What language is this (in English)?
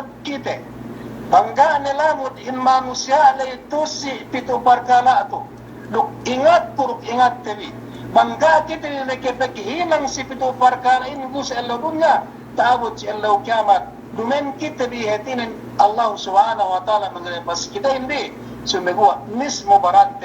Yakan